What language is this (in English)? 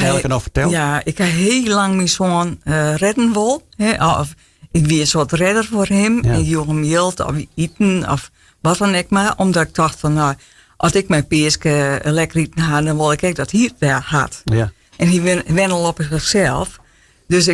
Western Frisian